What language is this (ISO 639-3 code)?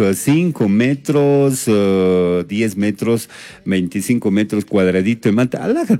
qug